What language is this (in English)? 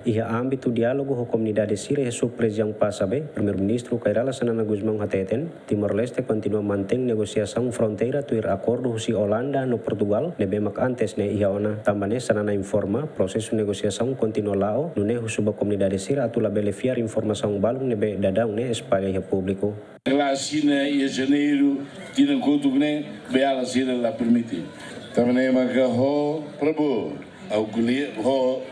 Tetum